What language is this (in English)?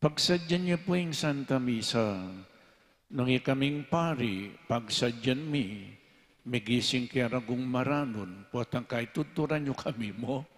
Pampanga